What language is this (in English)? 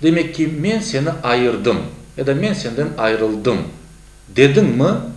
Crimean Tatar